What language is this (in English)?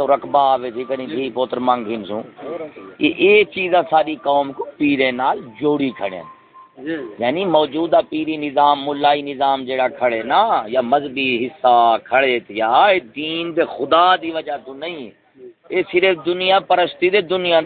Saraiki